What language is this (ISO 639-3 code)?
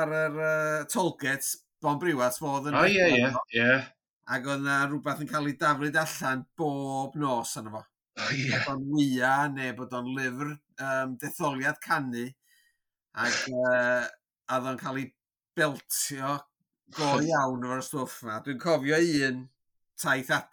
cym